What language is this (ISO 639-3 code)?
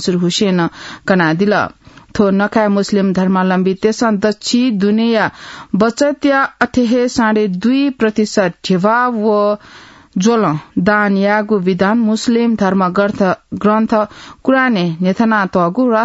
new